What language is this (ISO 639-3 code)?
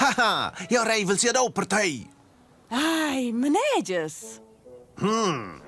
roh